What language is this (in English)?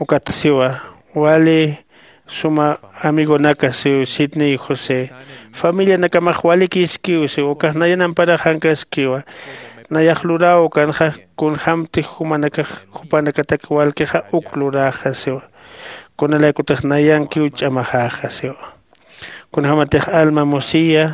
Aymara